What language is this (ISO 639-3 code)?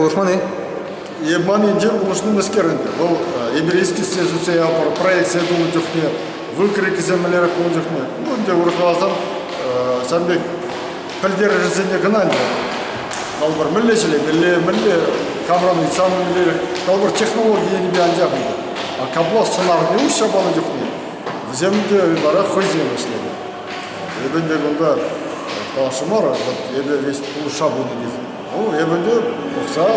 chv